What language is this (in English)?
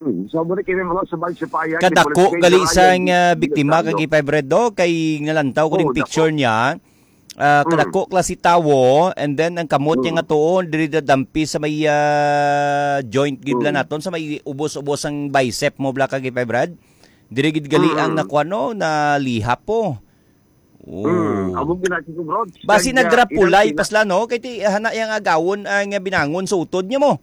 Hiligaynon